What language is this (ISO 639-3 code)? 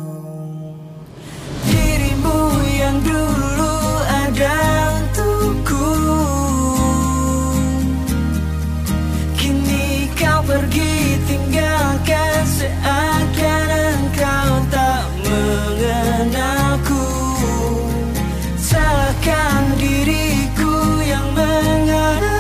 ind